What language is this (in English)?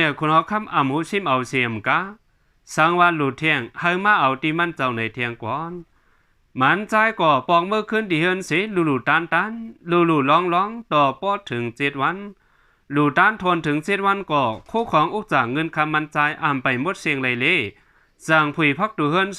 Shan